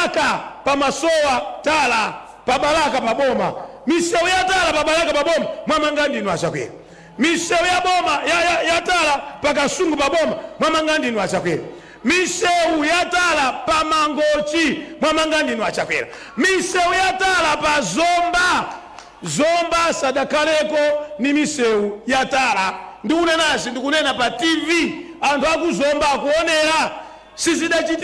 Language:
Nyanja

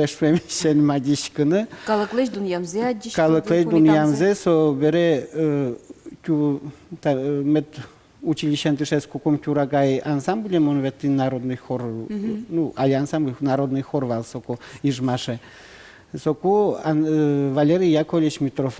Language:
Udmurt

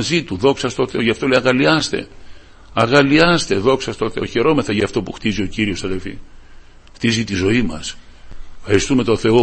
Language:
Greek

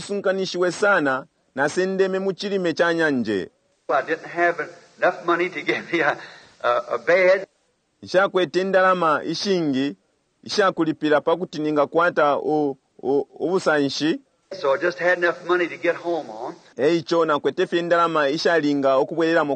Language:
Bemba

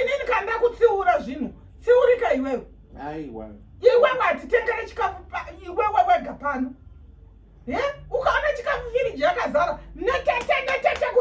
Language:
Shona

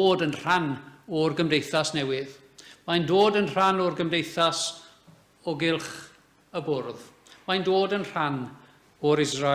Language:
Welsh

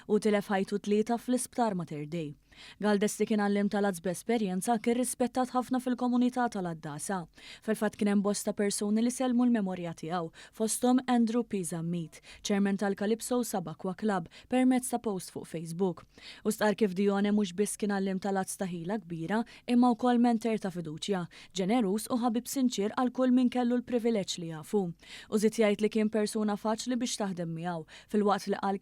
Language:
Maltese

